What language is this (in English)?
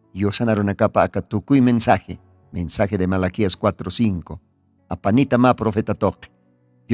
Aymara